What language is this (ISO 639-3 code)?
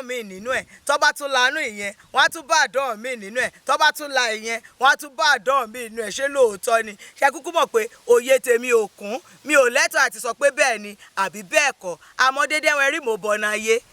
yor